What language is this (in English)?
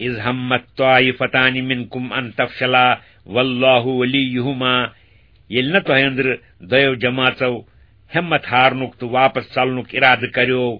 Kashmiri